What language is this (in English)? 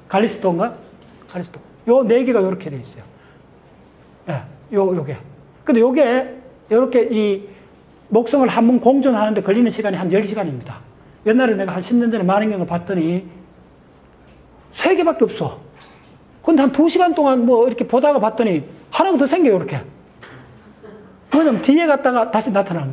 Korean